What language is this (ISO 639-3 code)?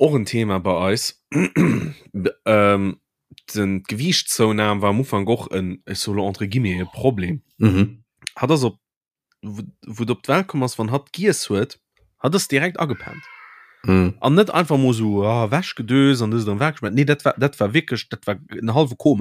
ltz